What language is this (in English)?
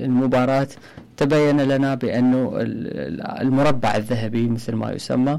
Mesopotamian Arabic